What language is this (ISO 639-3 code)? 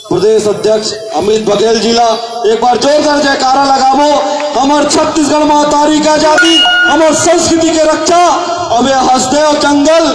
hne